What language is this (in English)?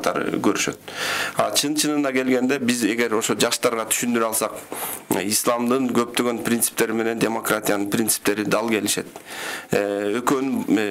Kyrgyz